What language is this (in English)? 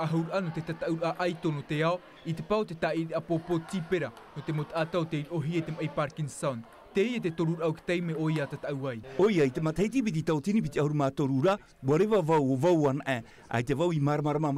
Tahitian